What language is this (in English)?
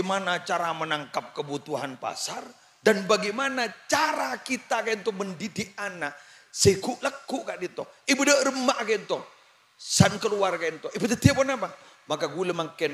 Madurese